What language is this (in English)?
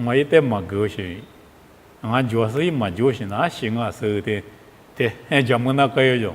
Lisu